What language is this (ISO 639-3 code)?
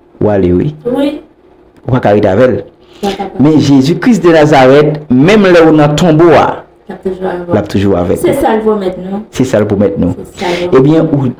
hat